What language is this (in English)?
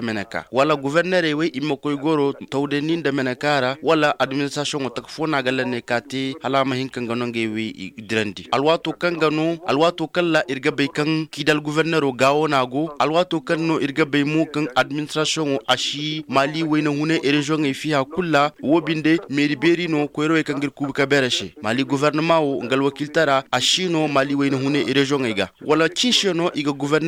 Zarma